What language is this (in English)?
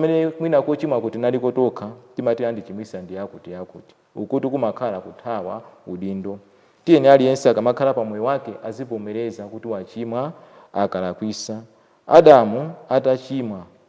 Nyanja